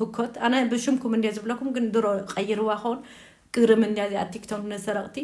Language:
Tigrinya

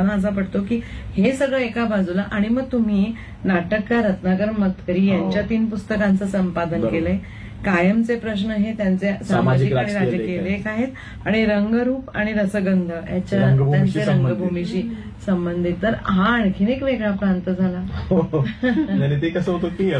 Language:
Marathi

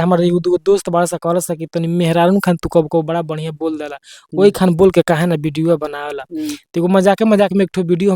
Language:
Bhojpuri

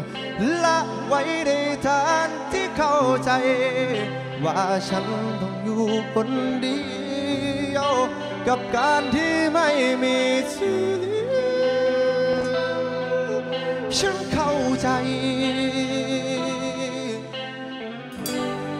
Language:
Thai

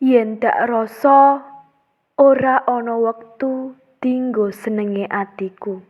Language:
Javanese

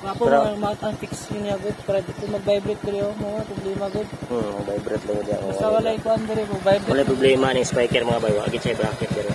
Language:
Cebuano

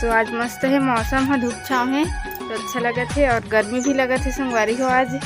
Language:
Chhattisgarhi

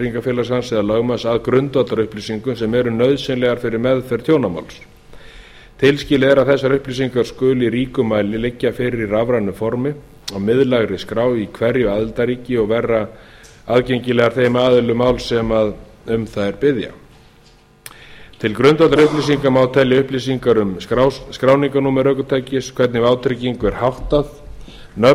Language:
Icelandic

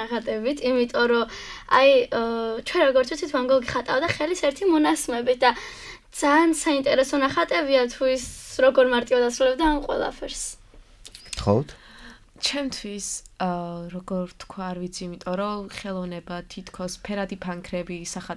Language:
Georgian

